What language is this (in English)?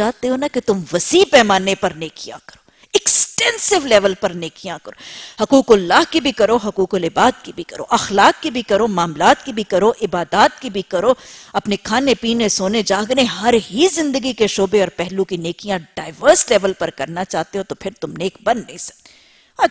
Urdu